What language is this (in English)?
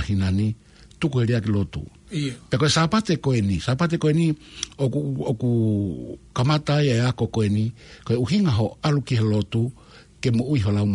Tongan